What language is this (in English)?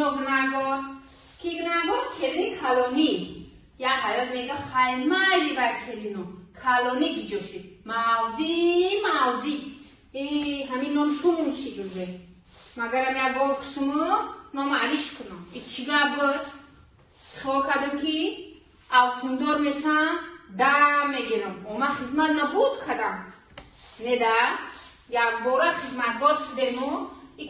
Tajik